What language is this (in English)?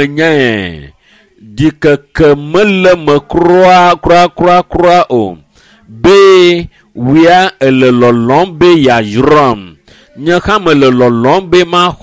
Ewe